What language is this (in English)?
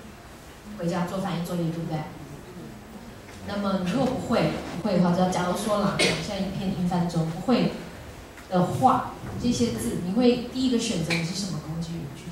Chinese